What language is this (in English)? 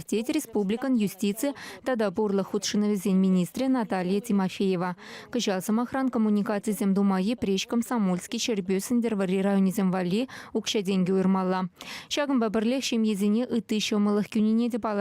Chuvash